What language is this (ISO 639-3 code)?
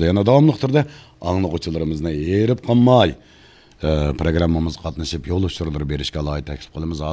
uig